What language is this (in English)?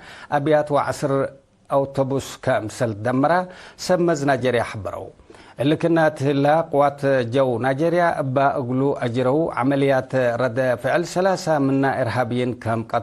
Tigre